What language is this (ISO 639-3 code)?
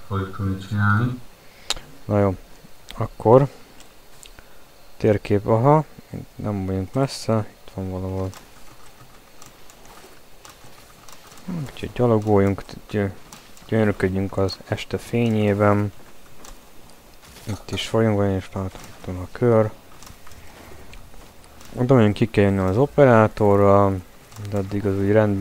hun